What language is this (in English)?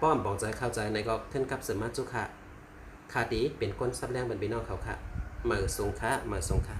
Shan